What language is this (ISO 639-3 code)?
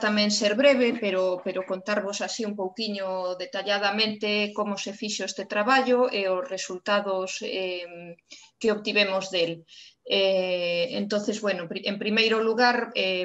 glg